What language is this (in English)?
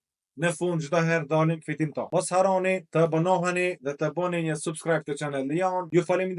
Albanian